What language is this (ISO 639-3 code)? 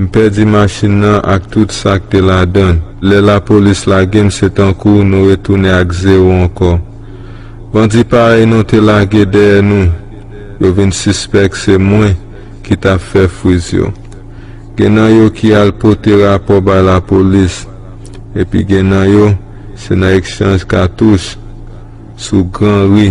hat